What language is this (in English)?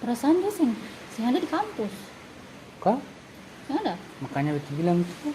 Ambonese Malay